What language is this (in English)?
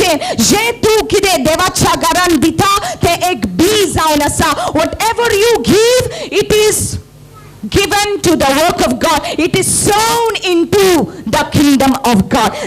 Konkani